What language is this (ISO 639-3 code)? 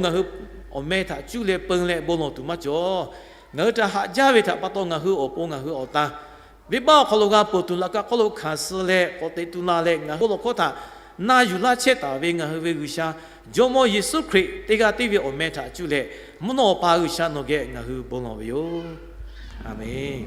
lhu